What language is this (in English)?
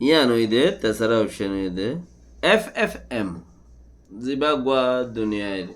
Rohingya